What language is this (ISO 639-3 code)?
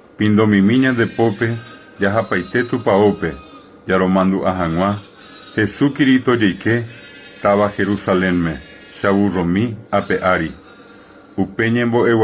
grn